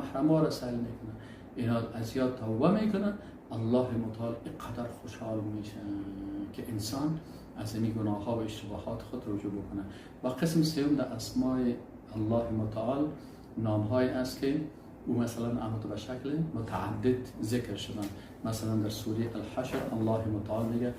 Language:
Persian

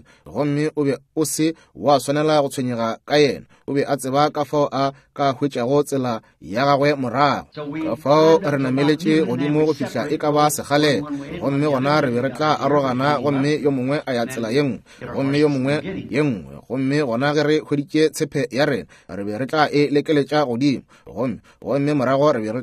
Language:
Northern Sotho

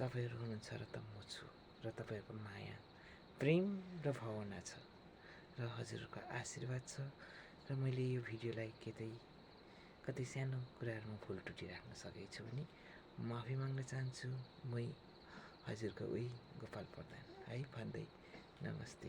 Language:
Nepali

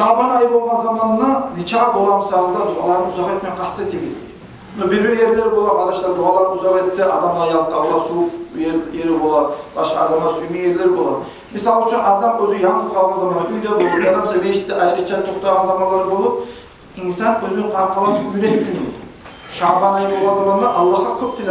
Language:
Kumyk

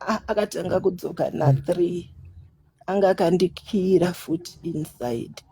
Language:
Shona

